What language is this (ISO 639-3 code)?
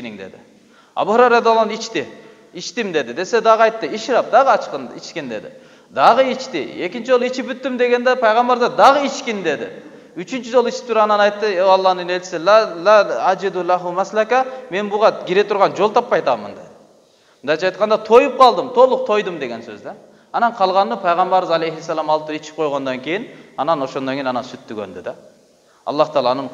kir